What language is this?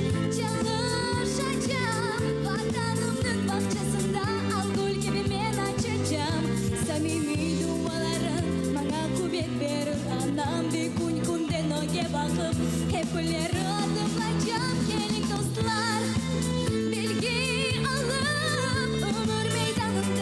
Crimean Tatar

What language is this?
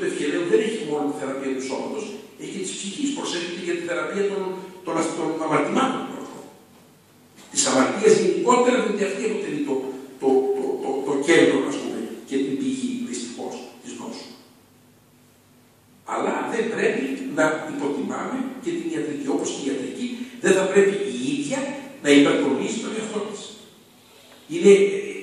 Greek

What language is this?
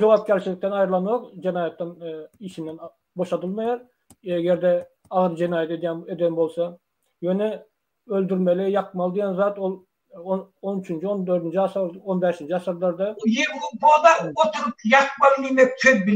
Turkmen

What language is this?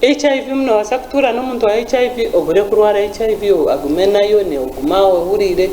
Nyankole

